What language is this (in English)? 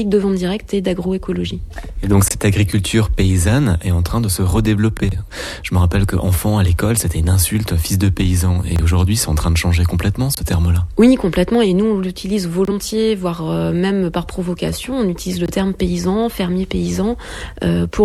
French